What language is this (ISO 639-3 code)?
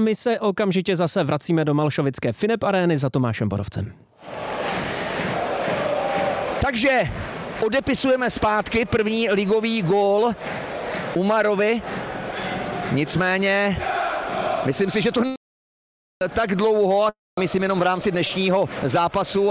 ces